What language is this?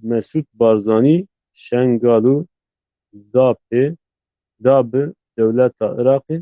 Zaza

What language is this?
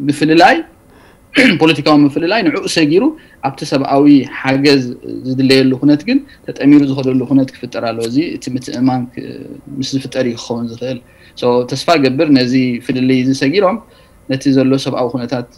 Tigrinya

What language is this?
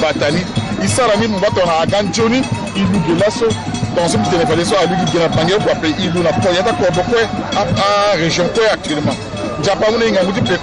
Sango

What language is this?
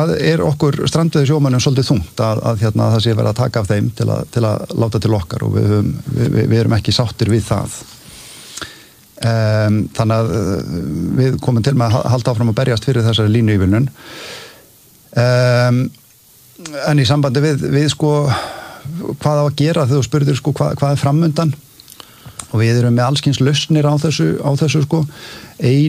Icelandic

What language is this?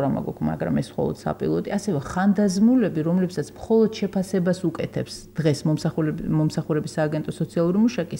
Georgian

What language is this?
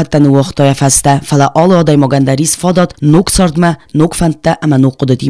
Ossetic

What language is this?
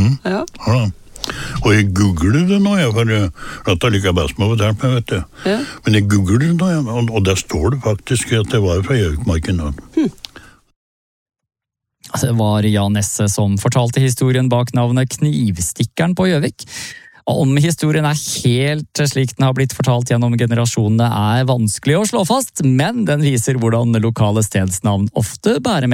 Norwegian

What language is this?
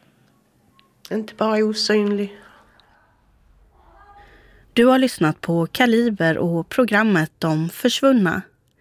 Swedish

